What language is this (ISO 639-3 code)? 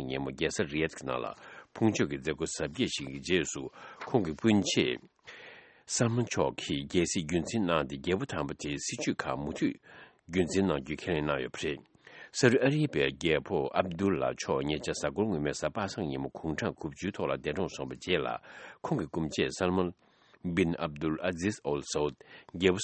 bod